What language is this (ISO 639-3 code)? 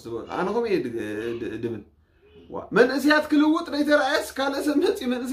tir